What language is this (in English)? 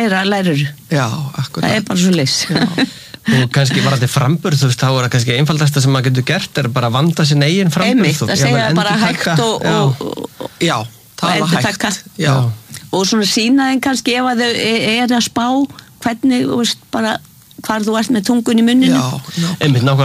Icelandic